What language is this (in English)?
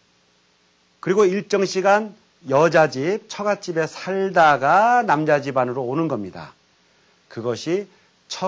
Korean